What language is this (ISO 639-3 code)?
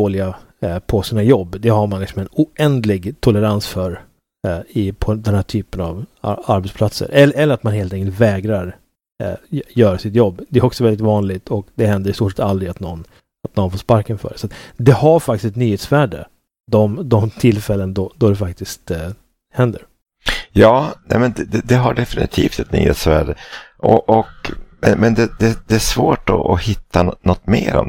swe